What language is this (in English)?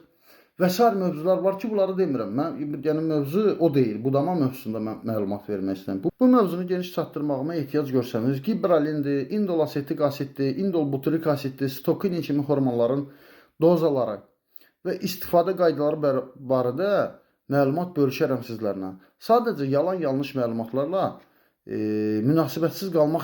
Azerbaijani